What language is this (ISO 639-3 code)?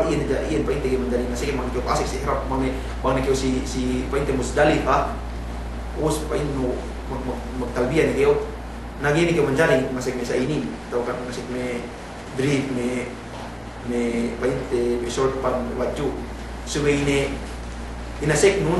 yka